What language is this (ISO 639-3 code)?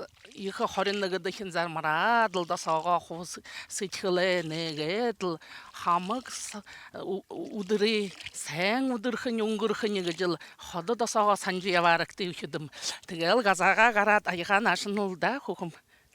bua